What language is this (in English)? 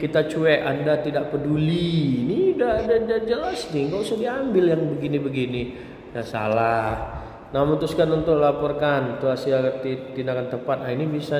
Indonesian